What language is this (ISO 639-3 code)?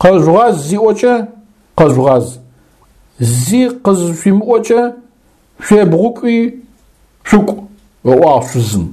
ady